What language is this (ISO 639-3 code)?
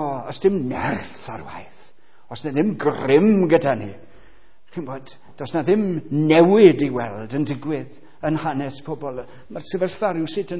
cym